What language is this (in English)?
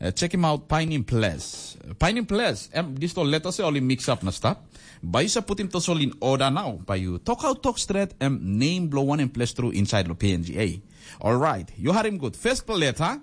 Tok Pisin